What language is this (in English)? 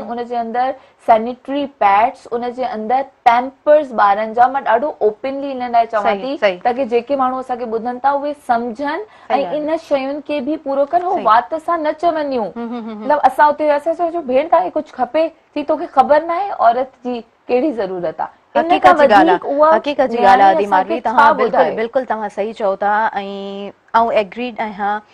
Sindhi